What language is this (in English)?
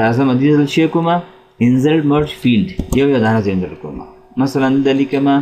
Pashto